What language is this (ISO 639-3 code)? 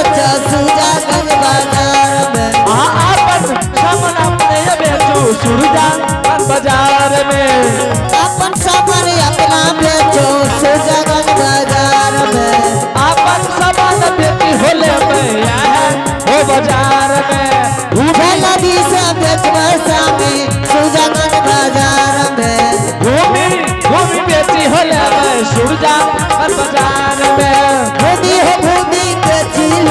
anp